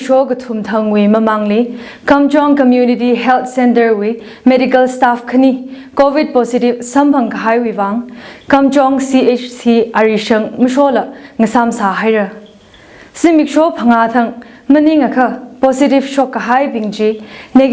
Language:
Tangkhul Naga (India)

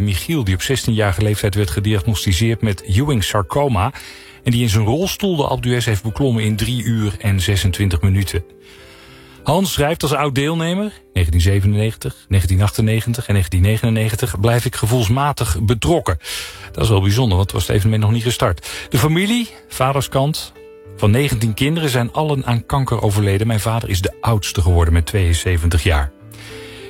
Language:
Dutch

